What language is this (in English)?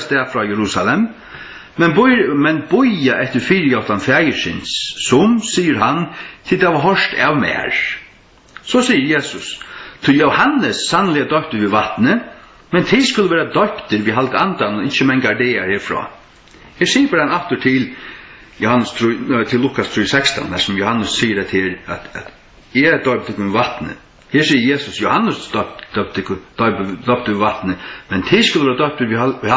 Faroese